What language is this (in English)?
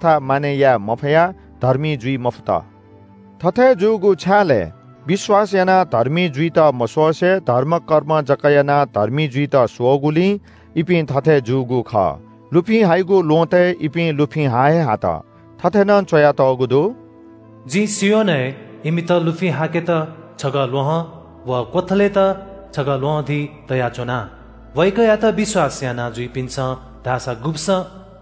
Newari